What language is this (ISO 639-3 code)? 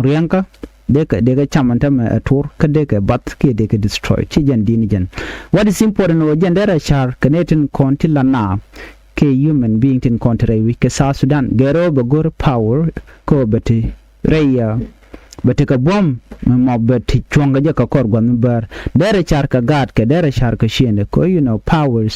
nus